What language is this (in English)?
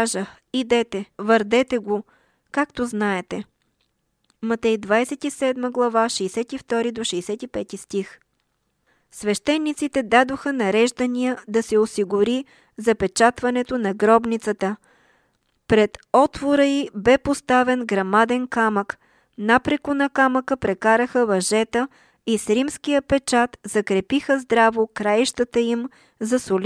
Bulgarian